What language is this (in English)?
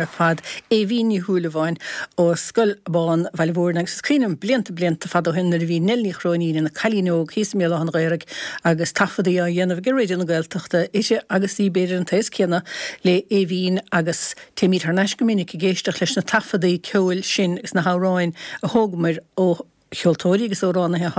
Irish